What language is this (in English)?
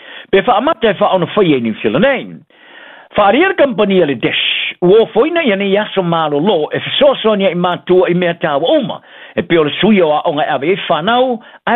Samoan